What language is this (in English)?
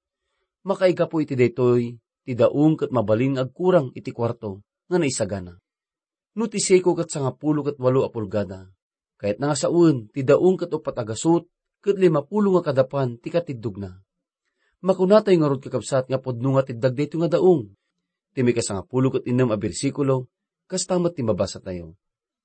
Iloko